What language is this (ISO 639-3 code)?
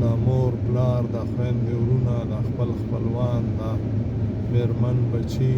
pus